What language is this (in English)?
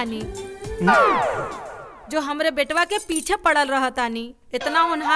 Bhojpuri